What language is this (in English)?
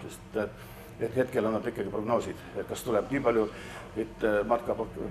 Estonian